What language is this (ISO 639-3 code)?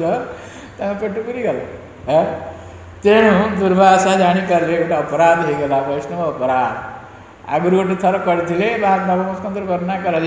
ori